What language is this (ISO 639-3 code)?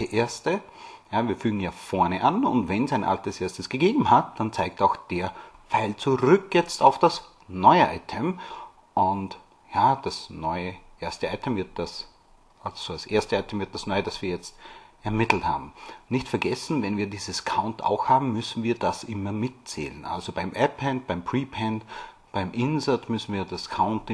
deu